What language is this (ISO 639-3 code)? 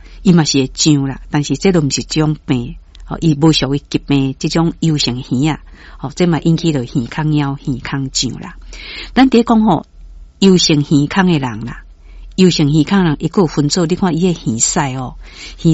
nan